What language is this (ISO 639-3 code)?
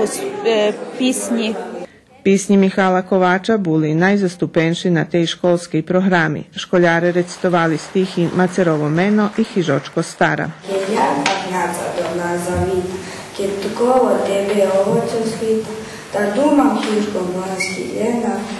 rue